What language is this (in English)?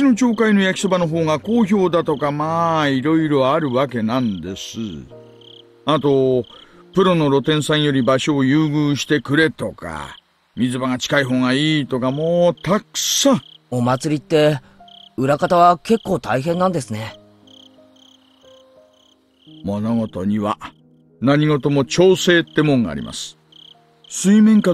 Japanese